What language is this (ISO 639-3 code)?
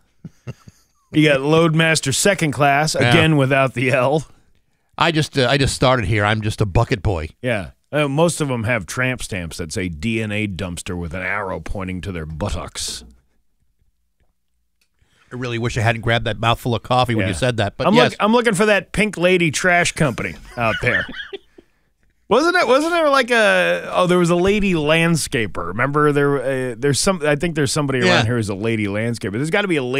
eng